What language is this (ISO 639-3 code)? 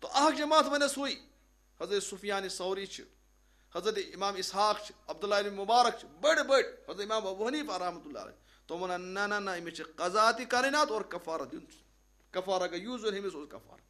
kas